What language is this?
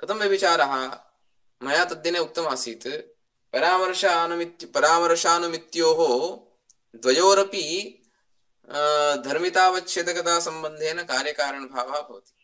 Sanskrit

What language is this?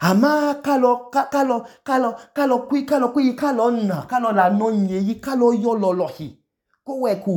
Idoma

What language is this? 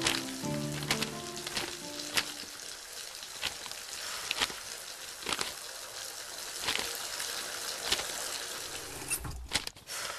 Turkish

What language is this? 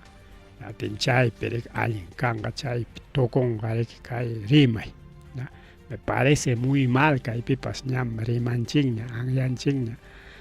Ayacucho Quechua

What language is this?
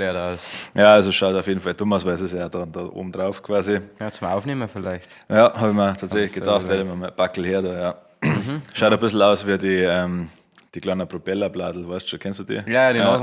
Bavarian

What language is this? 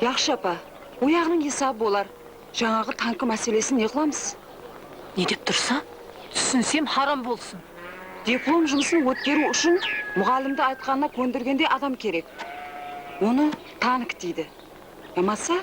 Kara-Kalpak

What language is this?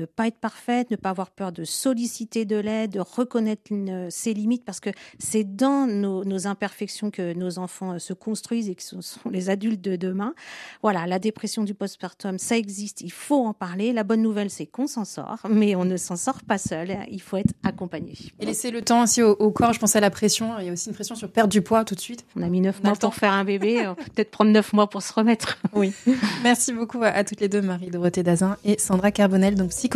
French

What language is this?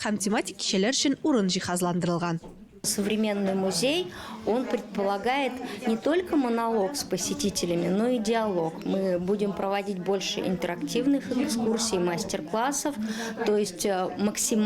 Tatar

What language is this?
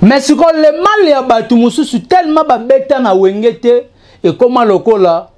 Lingala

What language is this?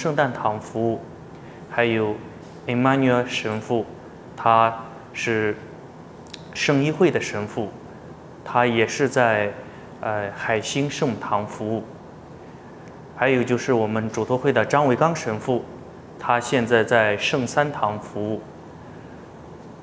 Chinese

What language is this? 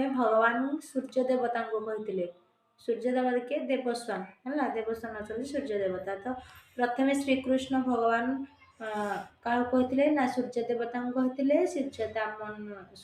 Odia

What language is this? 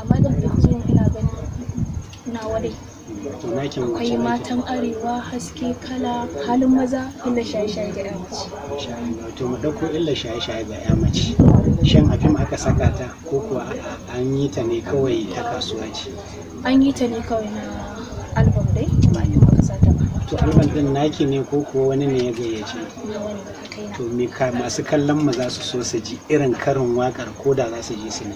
Hausa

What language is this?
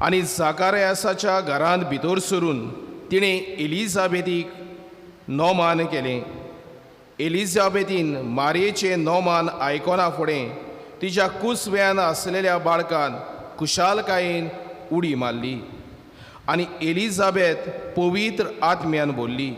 Konkani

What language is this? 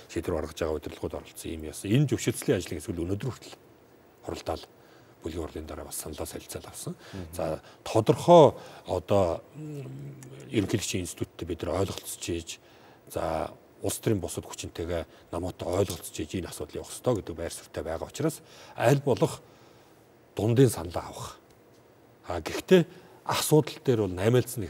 Mongolian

